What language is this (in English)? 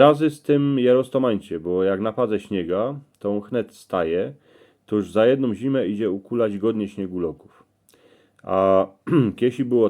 Silesian